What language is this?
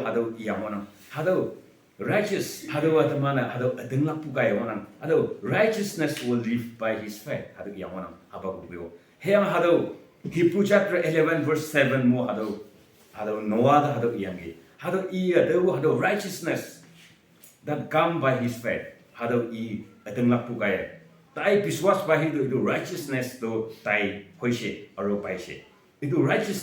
Naga Pidgin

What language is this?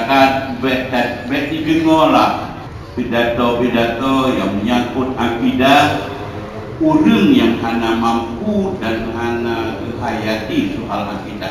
Achinese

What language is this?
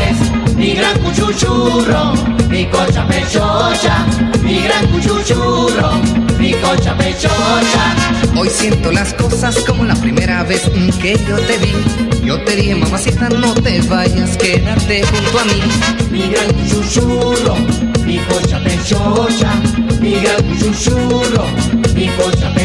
Spanish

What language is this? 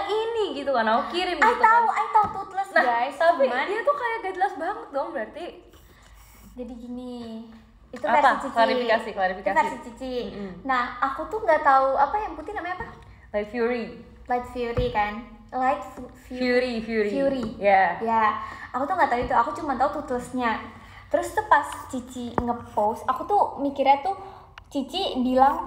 Indonesian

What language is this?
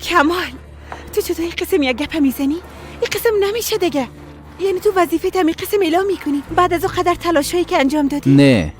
Persian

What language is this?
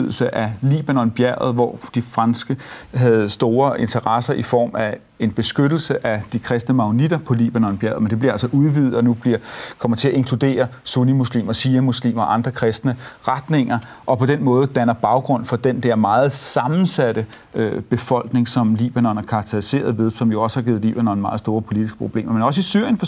Danish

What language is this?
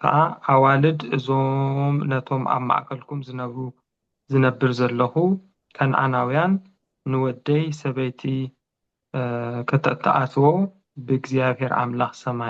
Tigrinya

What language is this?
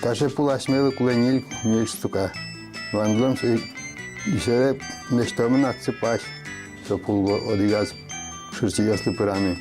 Udmurt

